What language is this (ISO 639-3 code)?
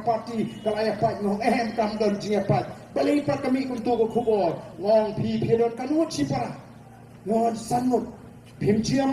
kha